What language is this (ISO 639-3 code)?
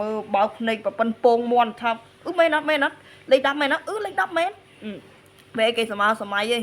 khm